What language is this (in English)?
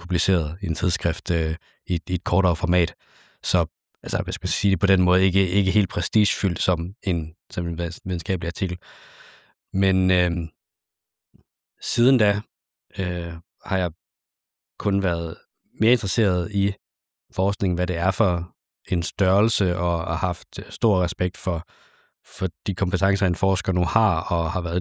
Danish